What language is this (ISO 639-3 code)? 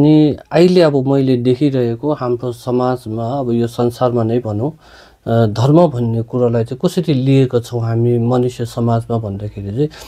nep